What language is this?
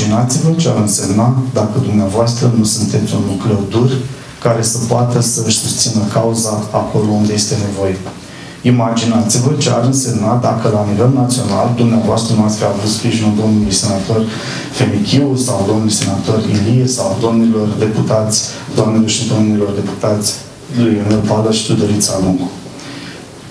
Romanian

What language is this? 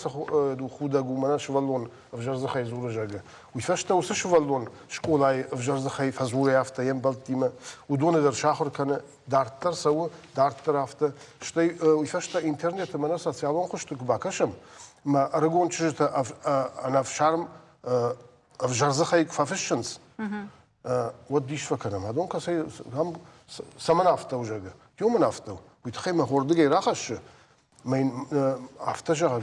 Ossetic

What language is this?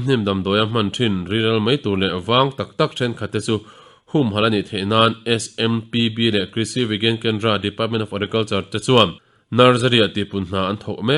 Mizo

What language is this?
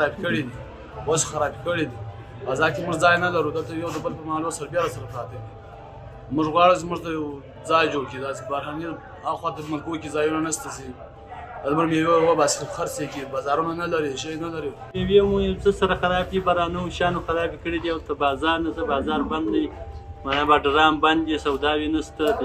Pashto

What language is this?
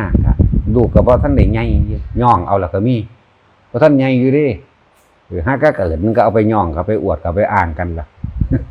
Northeastern Thai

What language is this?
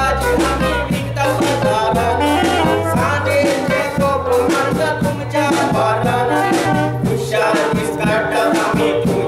Konkani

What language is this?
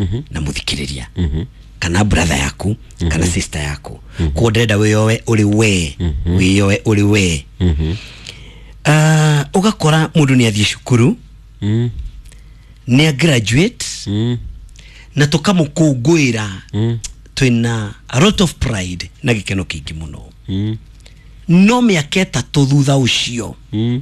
Kikuyu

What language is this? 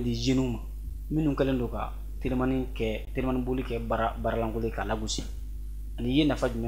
Bambara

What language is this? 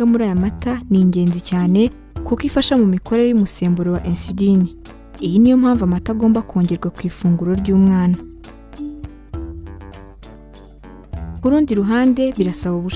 Kinyarwanda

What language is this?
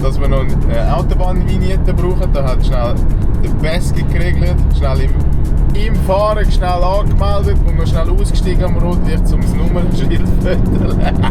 Swiss German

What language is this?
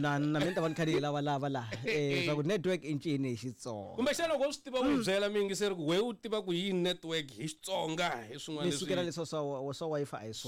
Tsonga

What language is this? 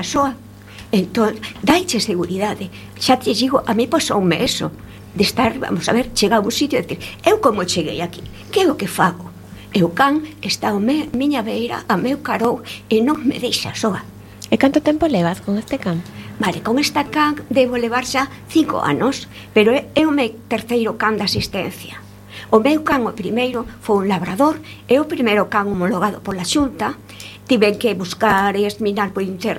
Galician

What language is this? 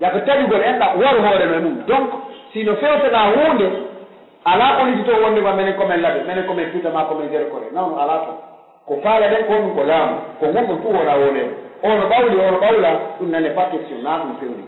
Pular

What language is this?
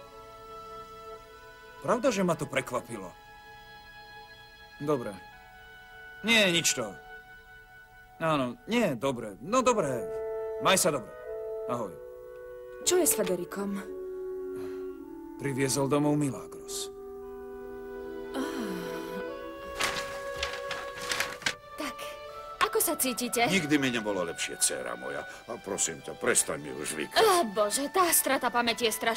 Slovak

